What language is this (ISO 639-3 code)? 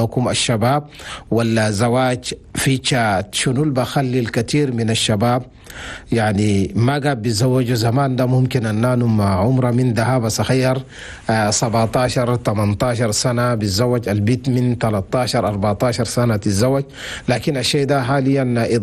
shu